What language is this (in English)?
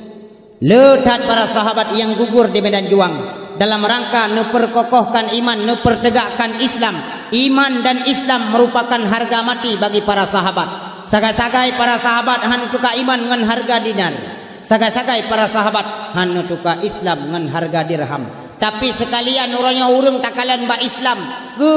Achinese